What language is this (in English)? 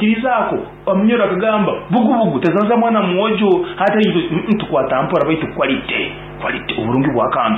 Nyankole